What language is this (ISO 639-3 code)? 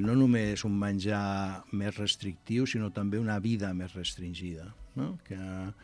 cat